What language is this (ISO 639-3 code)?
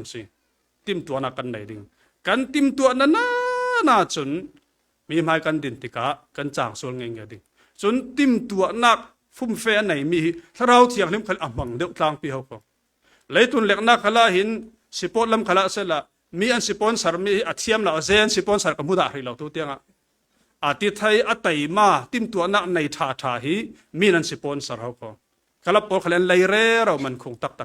cfm